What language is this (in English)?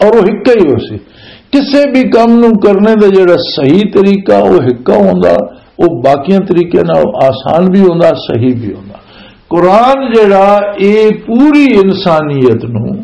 Western Panjabi